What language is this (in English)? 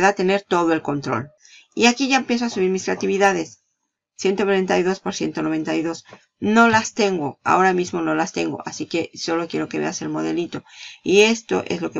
Spanish